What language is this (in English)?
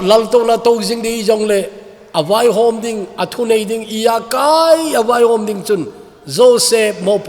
Thado Chin